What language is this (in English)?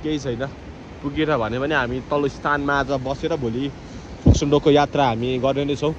Nepali